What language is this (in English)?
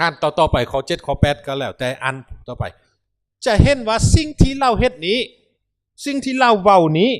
Lao